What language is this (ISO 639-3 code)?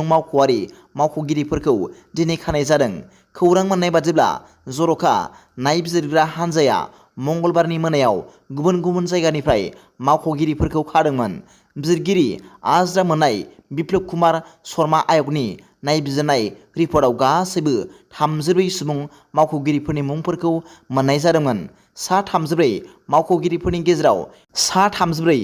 brx